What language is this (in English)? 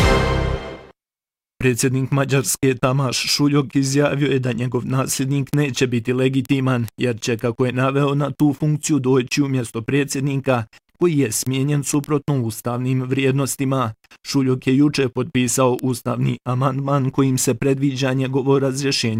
Bosnian